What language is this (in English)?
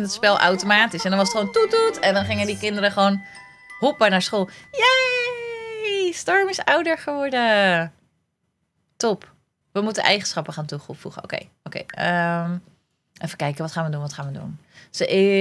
Dutch